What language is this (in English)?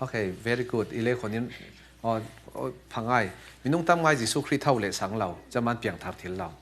Falam Chin